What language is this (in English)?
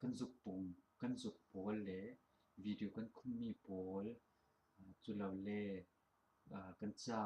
Falam Chin